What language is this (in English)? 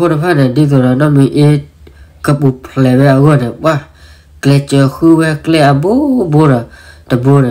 S'gaw Karen